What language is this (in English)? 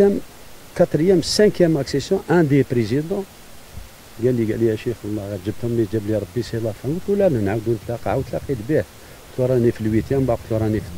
Algerian Arabic